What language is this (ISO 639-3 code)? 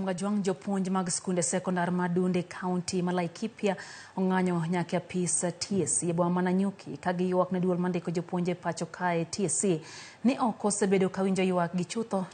luo